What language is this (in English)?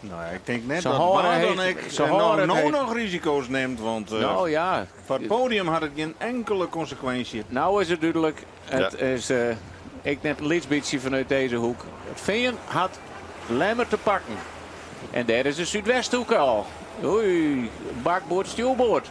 Western Frisian